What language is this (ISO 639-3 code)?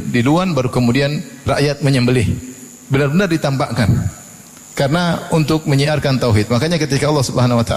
ind